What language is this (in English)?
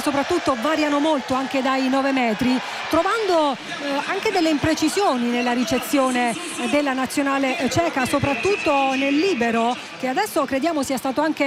Italian